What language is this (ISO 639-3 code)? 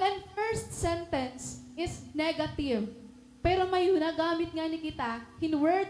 war